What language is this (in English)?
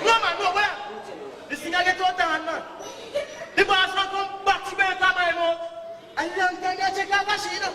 Jamaican Creole English